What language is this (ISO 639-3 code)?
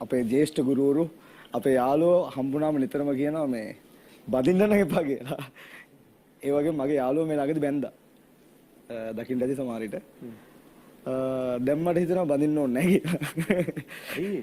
sin